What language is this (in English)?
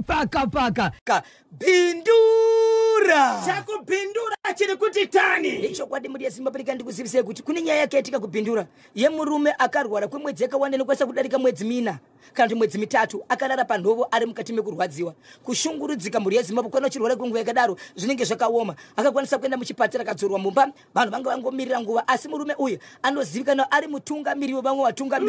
Shona